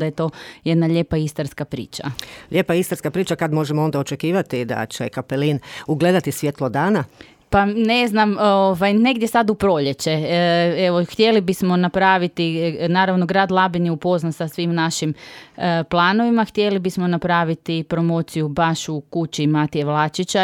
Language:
Croatian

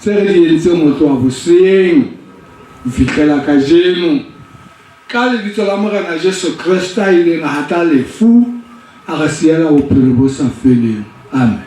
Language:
Southern Sotho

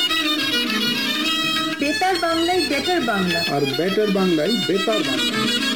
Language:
Bangla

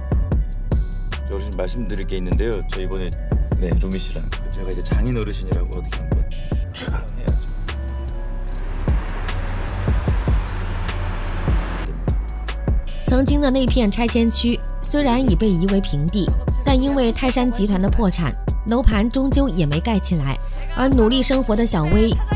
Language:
Chinese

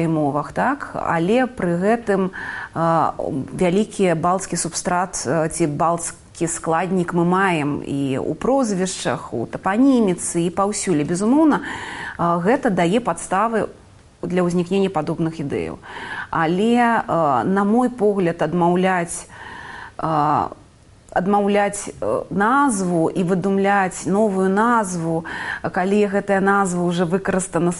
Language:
Belarusian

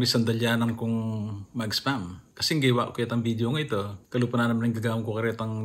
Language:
Pampanga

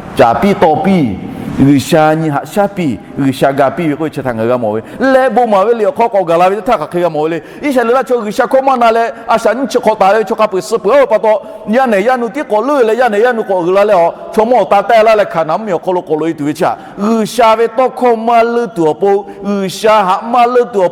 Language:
Lahu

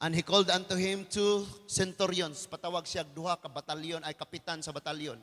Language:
Cebuano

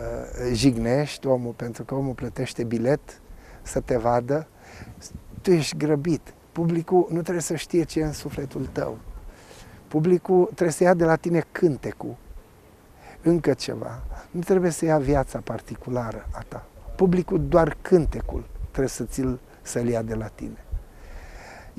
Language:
Romanian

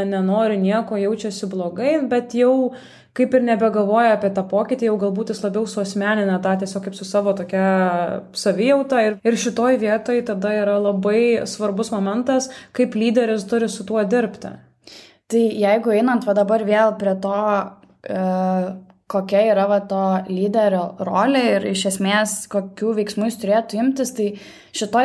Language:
Lithuanian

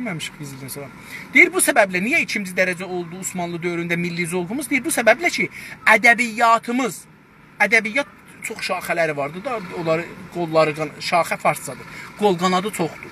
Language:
South Azerbaijani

